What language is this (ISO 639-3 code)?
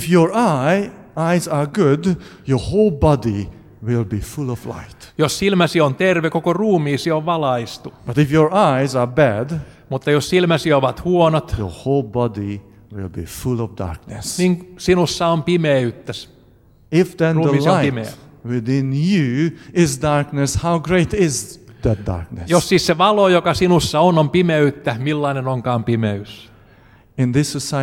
fin